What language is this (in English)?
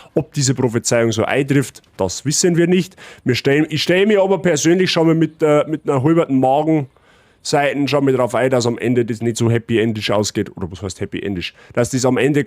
Bavarian